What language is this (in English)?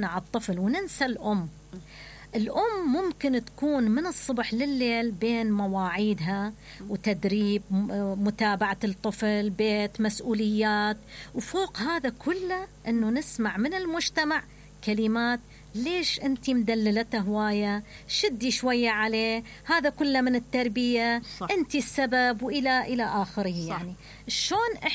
Mesopotamian Arabic